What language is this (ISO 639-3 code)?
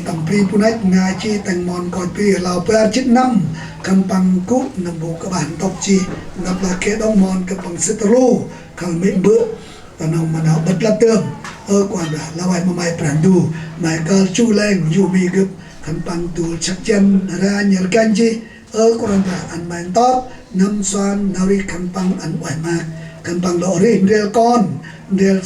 cmo